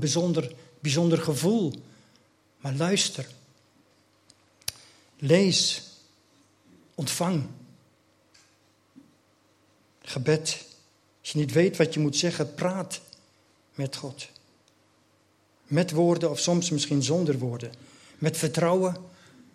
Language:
Dutch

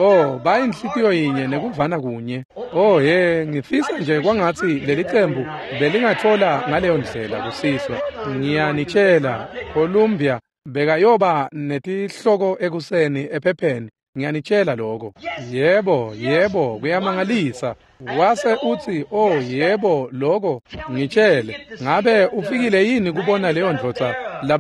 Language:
Swati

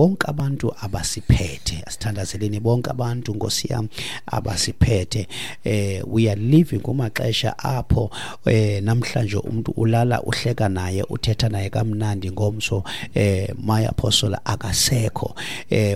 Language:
Xhosa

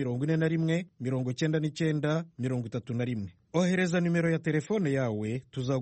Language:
Kinyarwanda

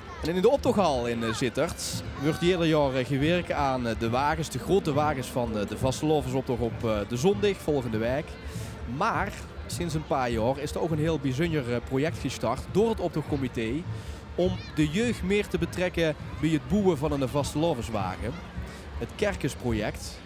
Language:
Limburgish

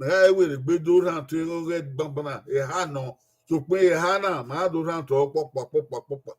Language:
Bini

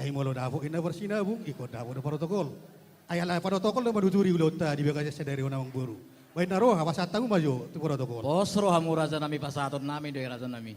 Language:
Batak Toba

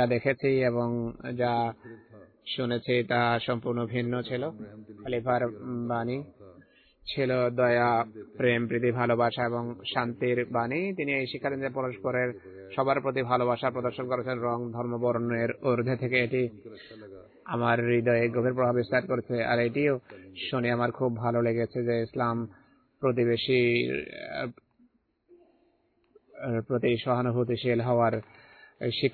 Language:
Bangla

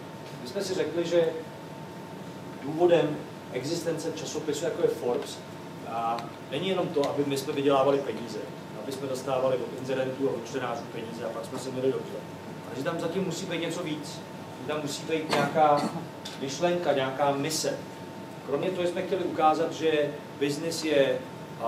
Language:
Czech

